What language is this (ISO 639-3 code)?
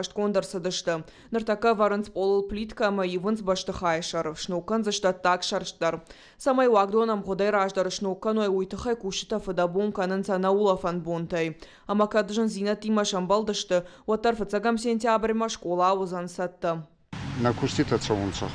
oss